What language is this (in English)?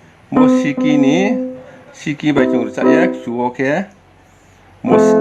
Riang (India)